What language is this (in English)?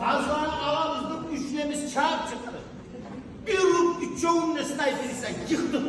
Kumyk